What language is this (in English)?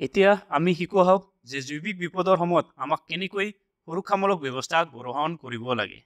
Assamese